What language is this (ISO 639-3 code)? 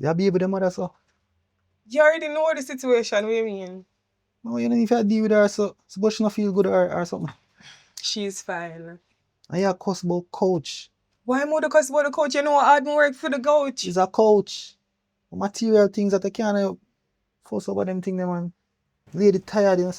jam